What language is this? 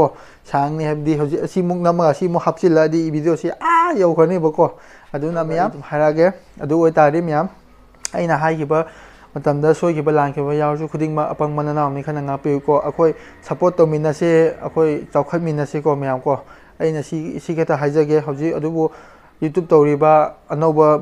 Manipuri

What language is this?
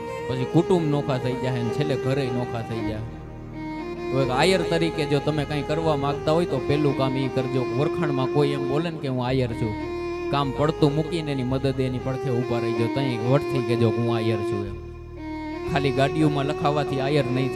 Gujarati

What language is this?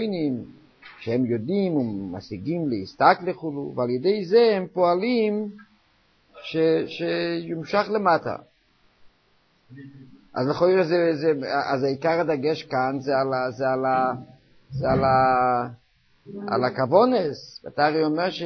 Hebrew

